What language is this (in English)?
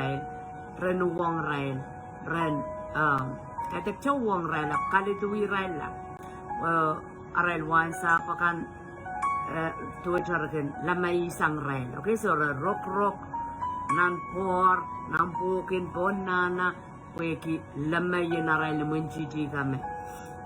Pohnpeian